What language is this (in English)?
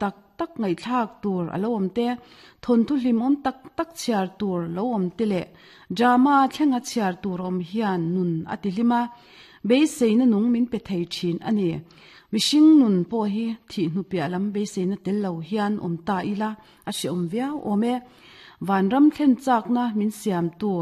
Mizo